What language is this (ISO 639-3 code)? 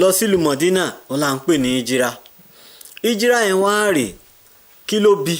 yor